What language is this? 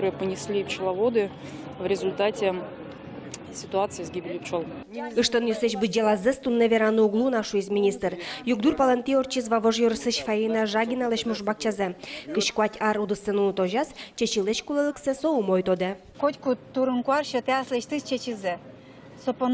Udmurt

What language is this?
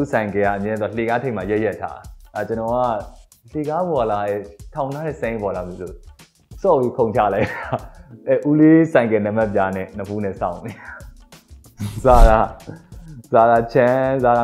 Burmese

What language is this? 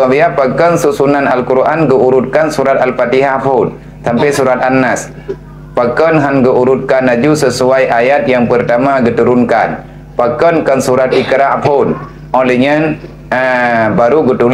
Achinese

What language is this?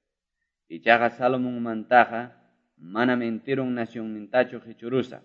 Ayacucho Quechua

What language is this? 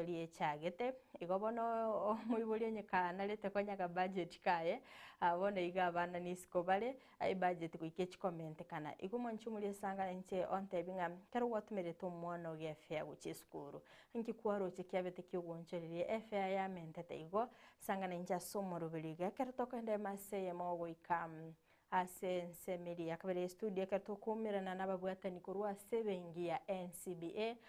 Gusii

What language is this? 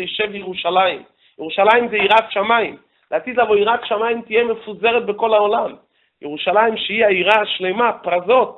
Hebrew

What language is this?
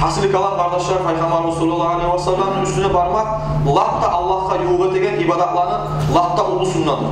Kumyk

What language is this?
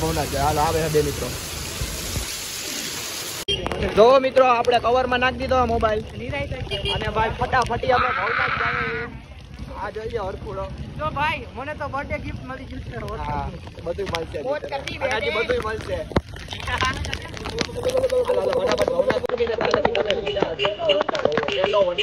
Gujarati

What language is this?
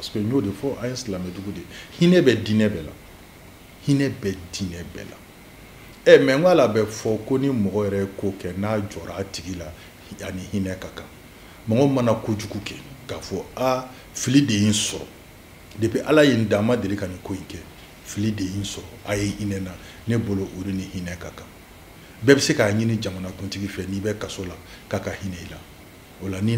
Bambara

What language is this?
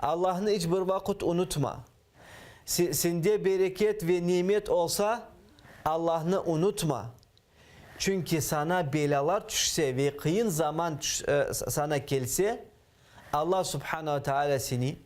Crimean Tatar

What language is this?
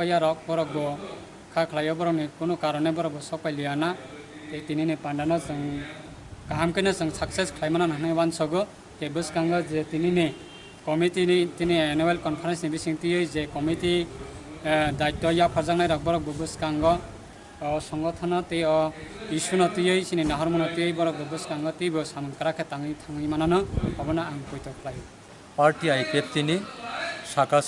Kok Borok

